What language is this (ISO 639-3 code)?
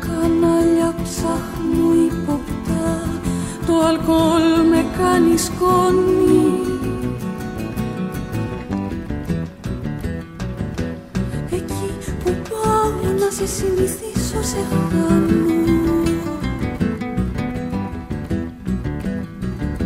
ell